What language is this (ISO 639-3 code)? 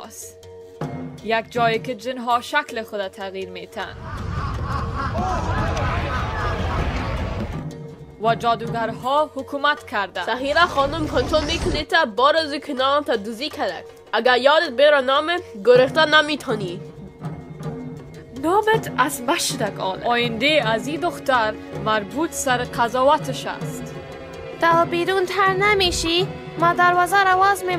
fas